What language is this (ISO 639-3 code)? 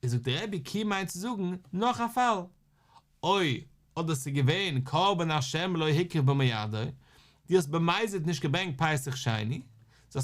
yid